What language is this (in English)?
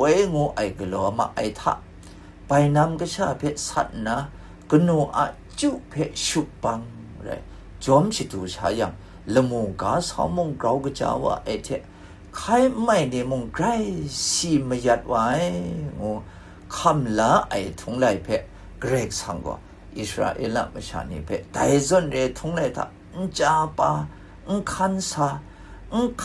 Kachin